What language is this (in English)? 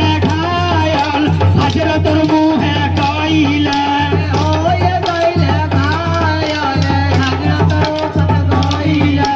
Bhojpuri